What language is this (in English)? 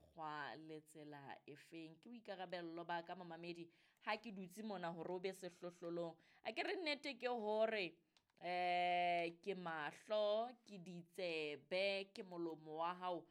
Southern Sotho